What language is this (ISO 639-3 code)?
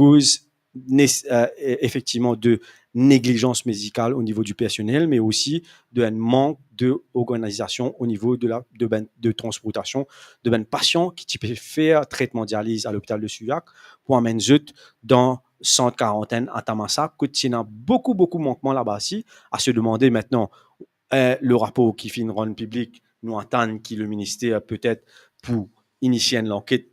mfe